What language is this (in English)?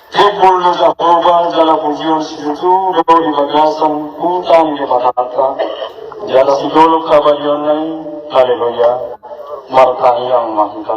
Batak Toba